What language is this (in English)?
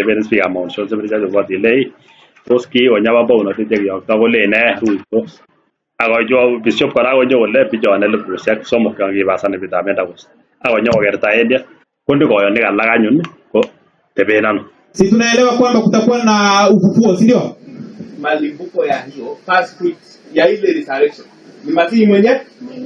Kalenjin